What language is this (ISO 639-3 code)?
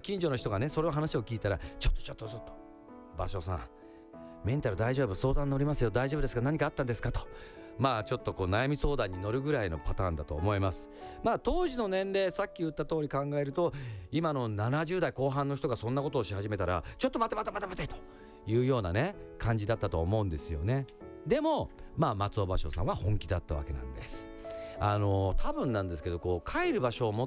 jpn